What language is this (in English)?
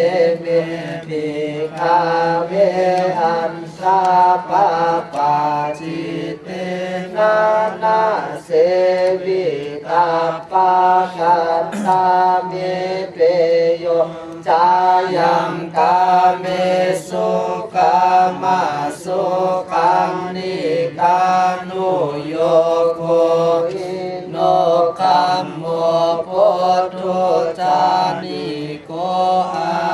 Pali